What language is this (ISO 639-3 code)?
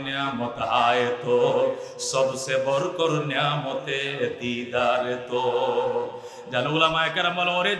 ben